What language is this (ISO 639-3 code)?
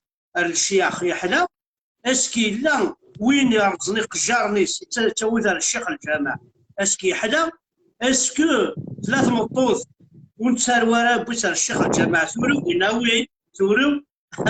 kab